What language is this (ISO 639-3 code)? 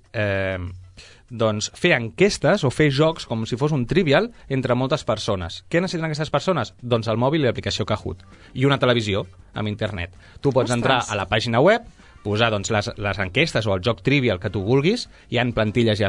cat